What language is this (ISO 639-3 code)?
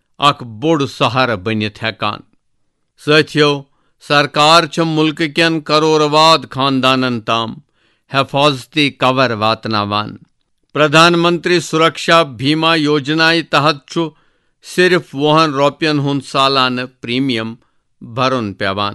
kas